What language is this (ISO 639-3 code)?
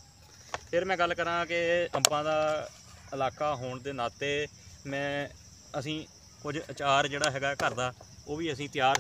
pan